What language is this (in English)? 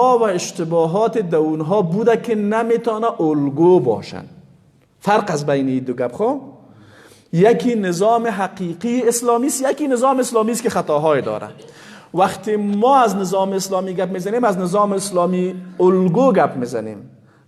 Persian